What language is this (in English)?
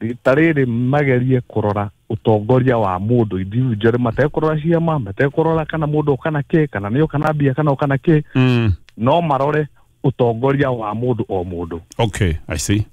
Kikuyu